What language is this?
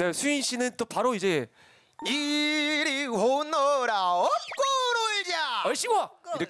Korean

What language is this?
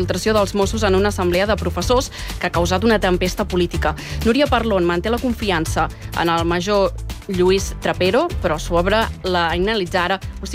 Catalan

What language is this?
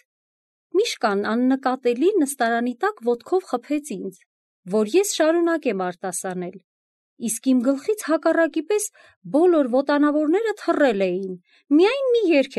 Armenian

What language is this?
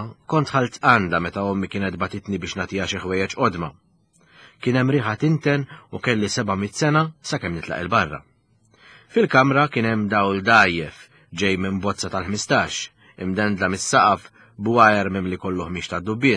Maltese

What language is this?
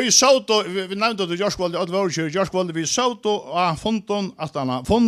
Faroese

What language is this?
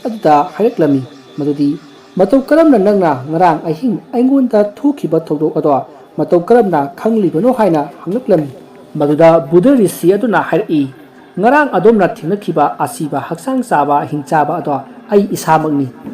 Manipuri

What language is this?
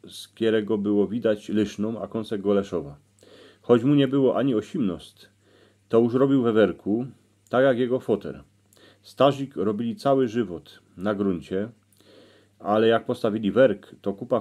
Silesian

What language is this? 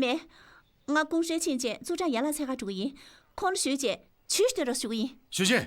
Tibetan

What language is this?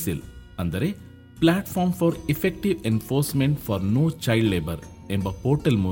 Kannada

